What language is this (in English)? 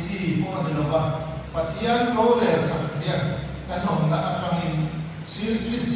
Mizo